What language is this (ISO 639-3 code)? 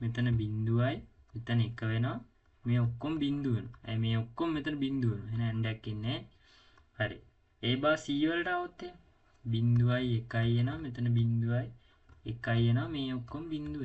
sin